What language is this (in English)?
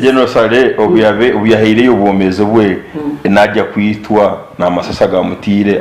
Nyankole